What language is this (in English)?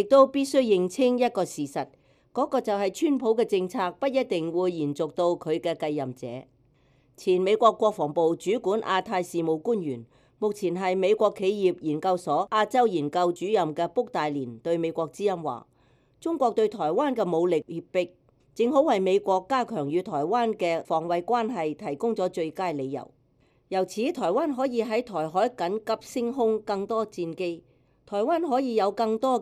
Cantonese